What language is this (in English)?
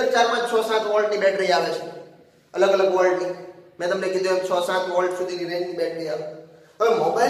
Gujarati